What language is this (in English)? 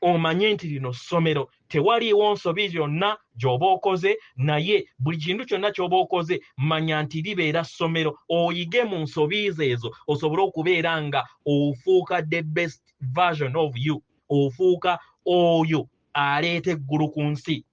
Ganda